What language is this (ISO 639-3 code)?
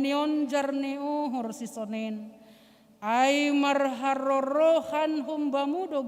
bts